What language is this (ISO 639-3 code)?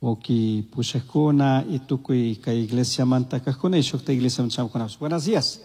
qug